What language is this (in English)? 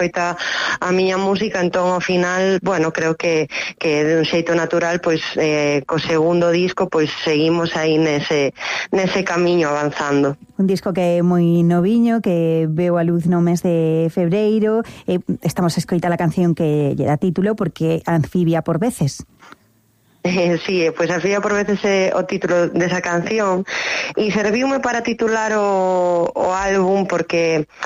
Galician